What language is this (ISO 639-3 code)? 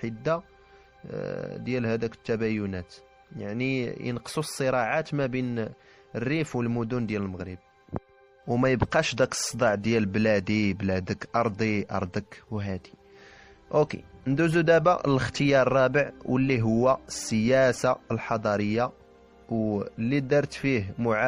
ary